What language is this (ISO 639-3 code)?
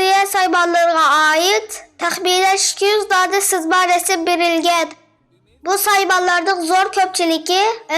uig